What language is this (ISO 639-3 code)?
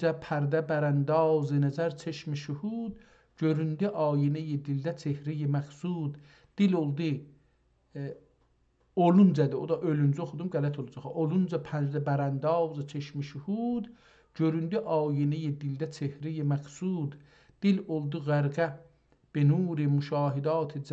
azb